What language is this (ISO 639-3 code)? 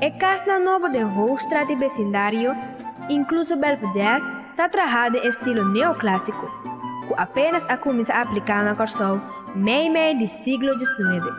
pap